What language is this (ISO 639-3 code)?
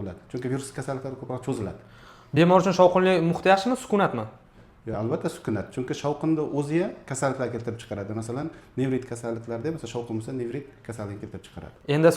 uzb